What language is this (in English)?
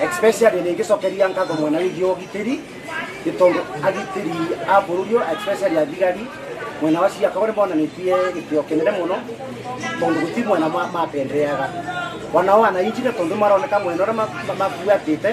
Meru